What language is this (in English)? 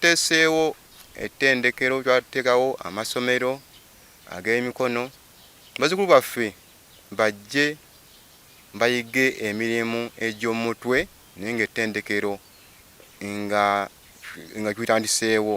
Ganda